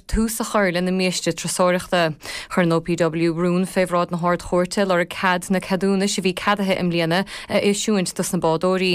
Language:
Irish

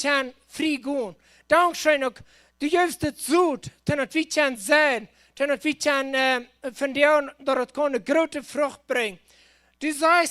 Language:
Plautdietsch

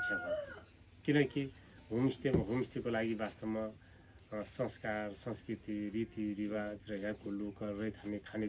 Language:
Nepali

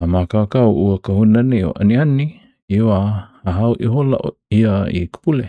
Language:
Hawaiian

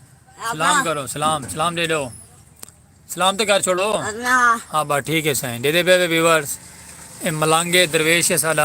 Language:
Saraiki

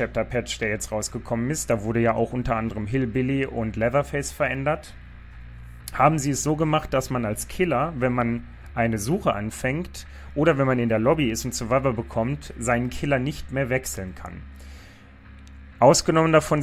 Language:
German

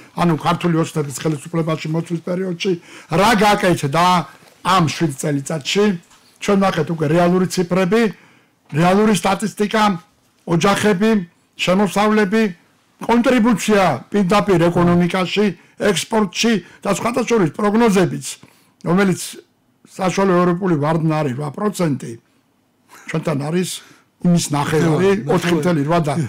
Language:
Georgian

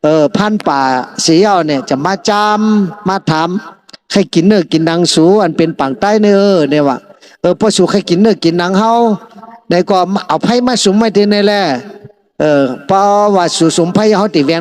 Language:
Shan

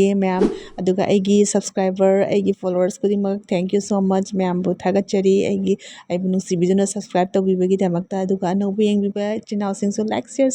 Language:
Manipuri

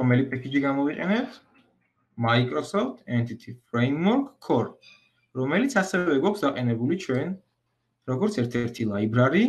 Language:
Georgian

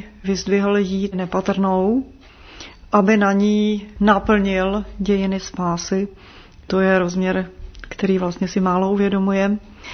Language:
Czech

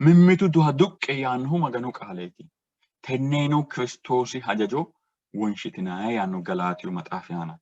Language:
Sidamo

